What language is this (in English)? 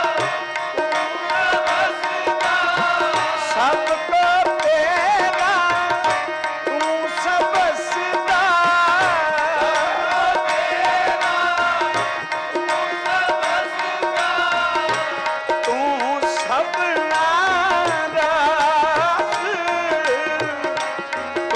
Punjabi